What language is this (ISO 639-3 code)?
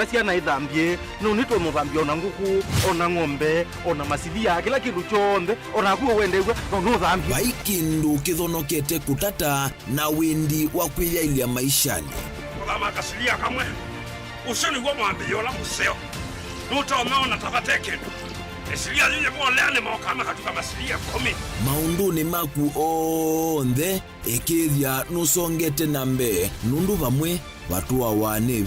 kam